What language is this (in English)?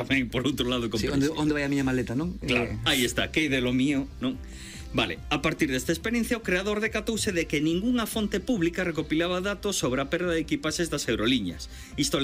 Galician